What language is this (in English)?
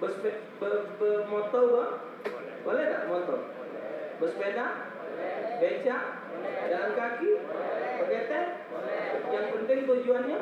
Musi